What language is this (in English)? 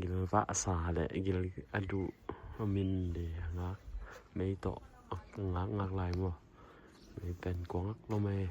Tedim Chin